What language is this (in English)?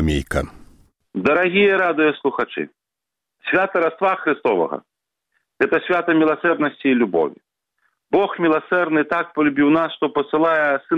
Belarusian